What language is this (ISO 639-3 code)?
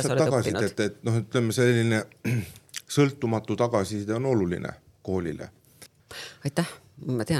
est